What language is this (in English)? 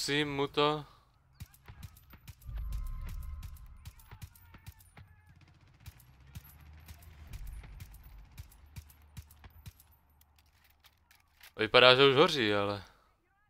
Czech